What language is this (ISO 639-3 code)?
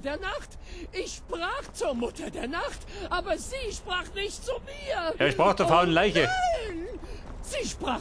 bar